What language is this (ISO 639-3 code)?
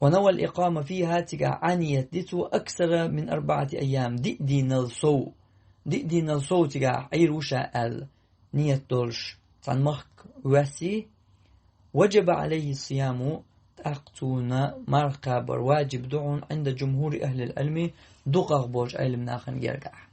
che